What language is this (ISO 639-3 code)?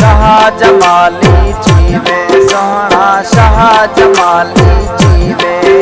skr